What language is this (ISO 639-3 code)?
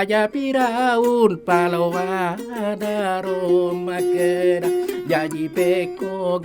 bug